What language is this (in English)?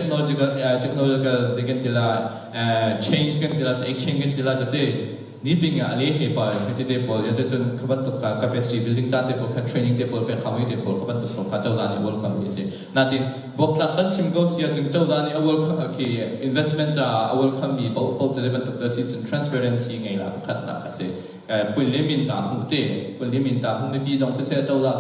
Hakha Chin